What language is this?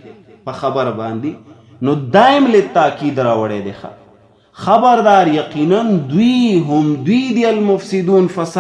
Pashto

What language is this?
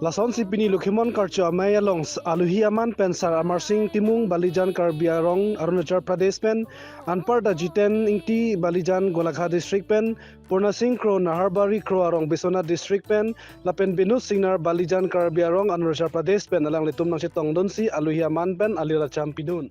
Karbi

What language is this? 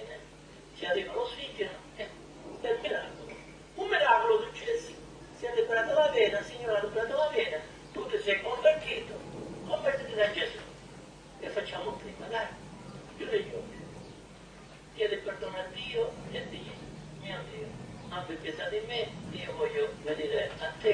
Italian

